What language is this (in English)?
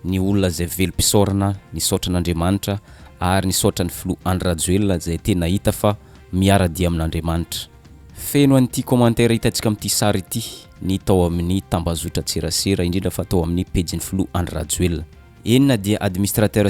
Malagasy